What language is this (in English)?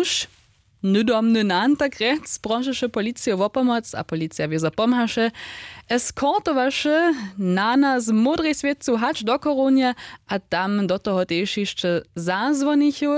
Upper Sorbian